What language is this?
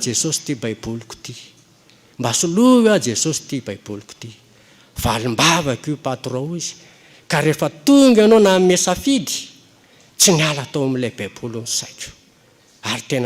Malagasy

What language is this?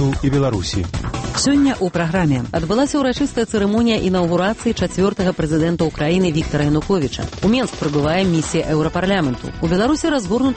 Belarusian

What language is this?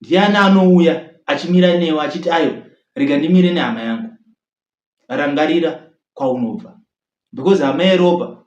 Shona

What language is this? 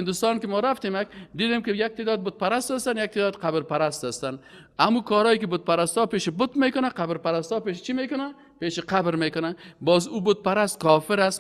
Persian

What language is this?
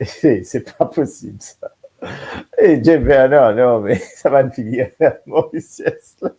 Morisyen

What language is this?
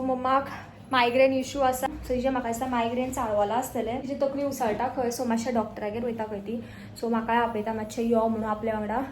Konkani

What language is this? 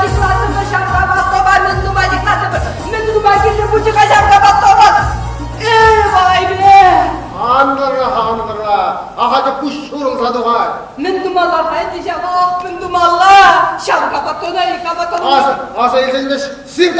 Chuvash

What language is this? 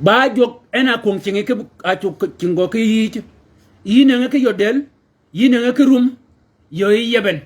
Shilluk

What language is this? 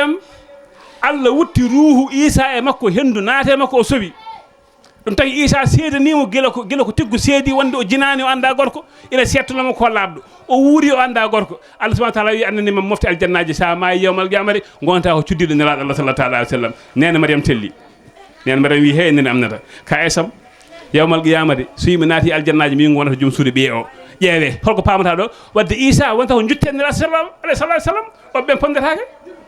Fula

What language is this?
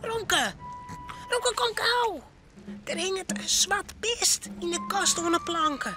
Western Frisian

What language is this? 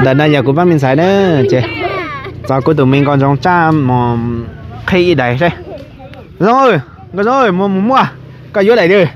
Hmong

